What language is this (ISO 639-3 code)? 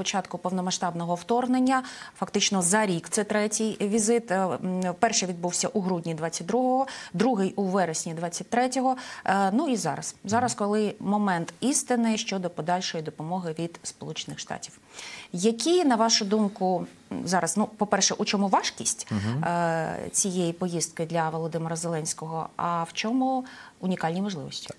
ukr